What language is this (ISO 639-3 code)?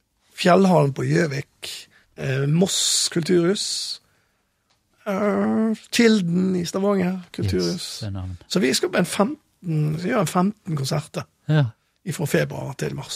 nor